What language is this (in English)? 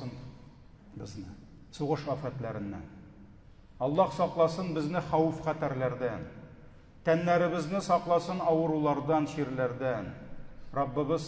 Tatar